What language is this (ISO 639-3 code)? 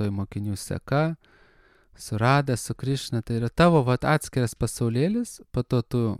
lit